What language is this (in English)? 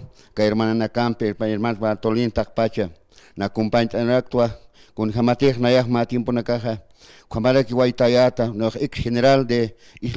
Aymara